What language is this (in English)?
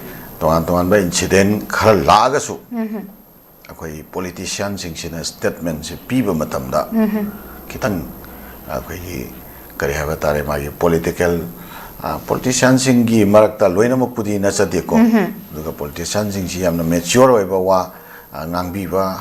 Manipuri